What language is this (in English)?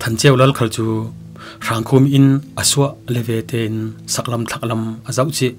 Falam Chin